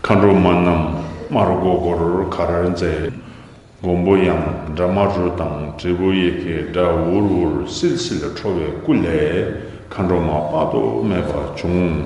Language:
Tibetan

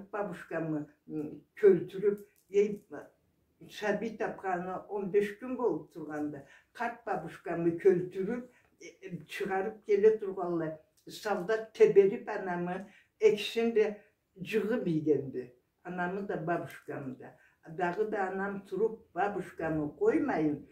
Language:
Karachay-Balkar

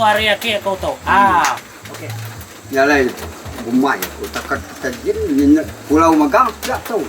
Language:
Iban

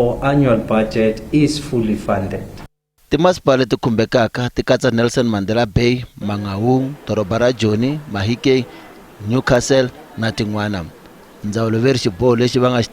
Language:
Tsonga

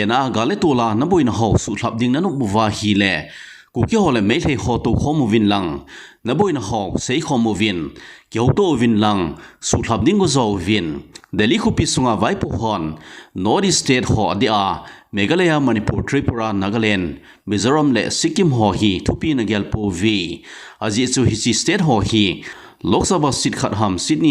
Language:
Thado Chin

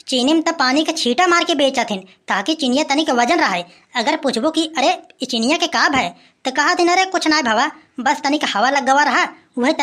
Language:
Awadhi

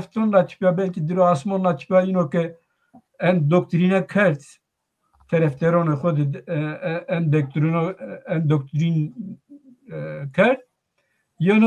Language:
Zaza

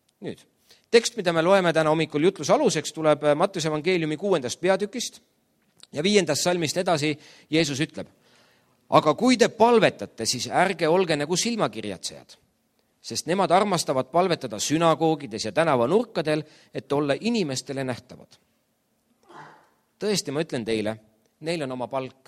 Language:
Estonian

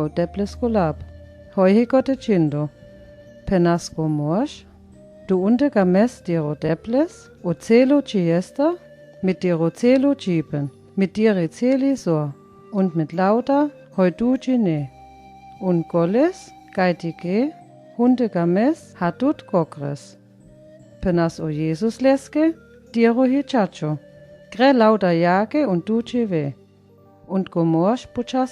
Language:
Sinte Romani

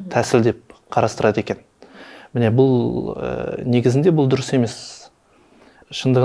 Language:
Kazakh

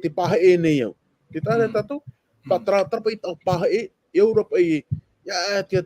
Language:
Tahitian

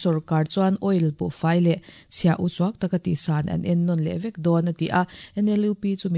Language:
Mizo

